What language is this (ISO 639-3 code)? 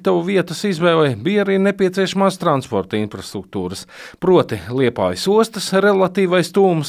lav